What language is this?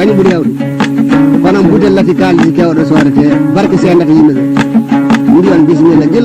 Fula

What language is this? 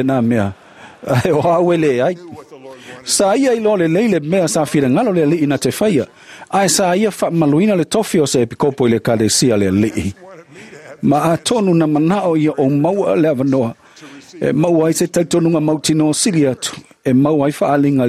Samoan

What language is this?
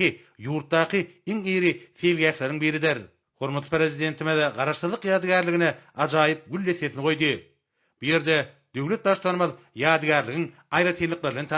Turkmen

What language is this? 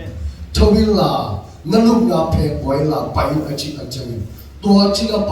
Tedim Chin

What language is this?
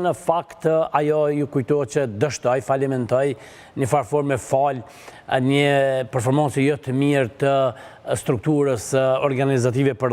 Albanian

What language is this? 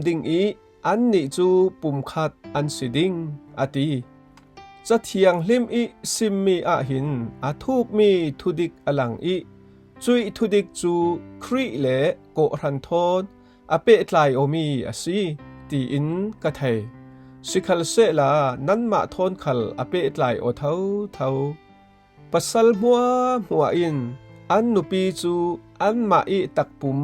Falam Chin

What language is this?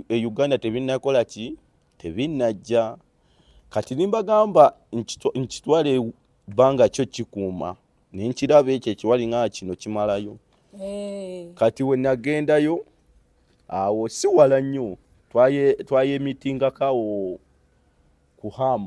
Ganda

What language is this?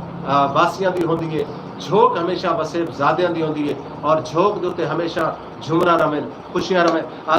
Saraiki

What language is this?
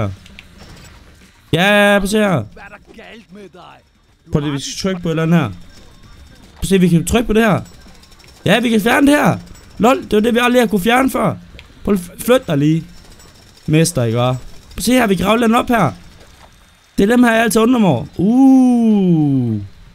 Danish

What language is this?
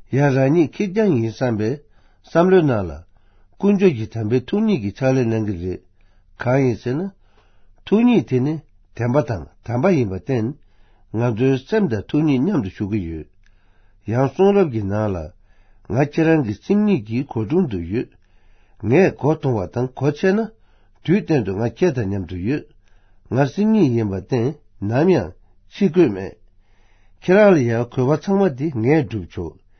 Tibetan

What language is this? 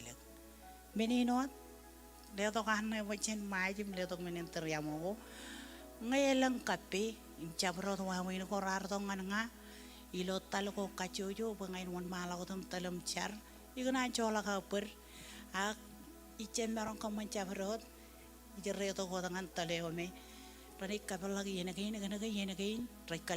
Marshallese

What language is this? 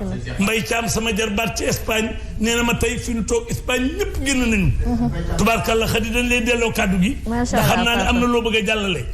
Wolof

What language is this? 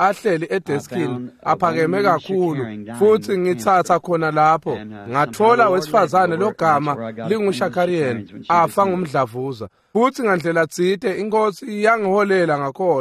Swati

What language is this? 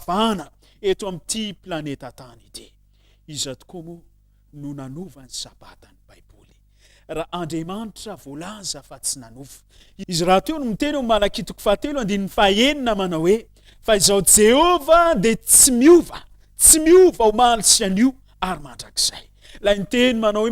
Malagasy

